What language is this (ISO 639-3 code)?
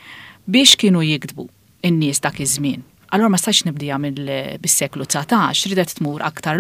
mlt